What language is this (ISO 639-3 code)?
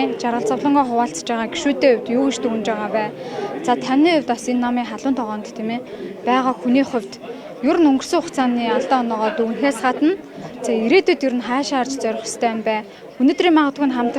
mon